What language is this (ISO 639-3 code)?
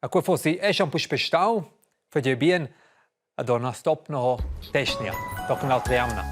roh